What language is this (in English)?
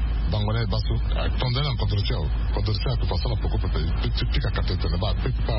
Sango